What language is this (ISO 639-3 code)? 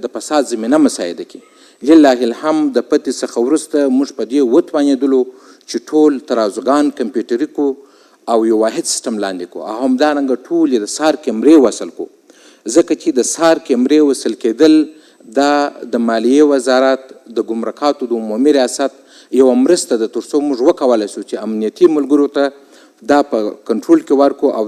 pus